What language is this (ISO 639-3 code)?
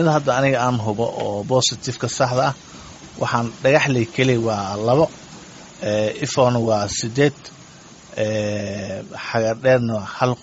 som